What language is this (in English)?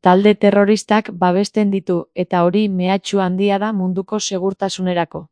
Basque